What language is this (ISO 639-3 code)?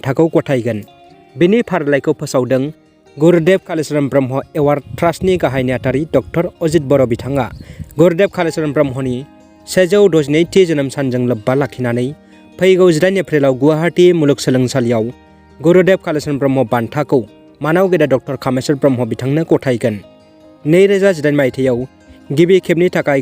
brx